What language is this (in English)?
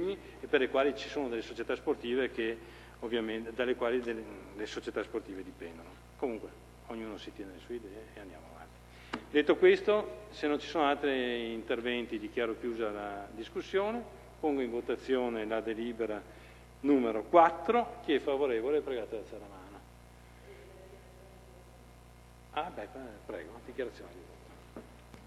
Italian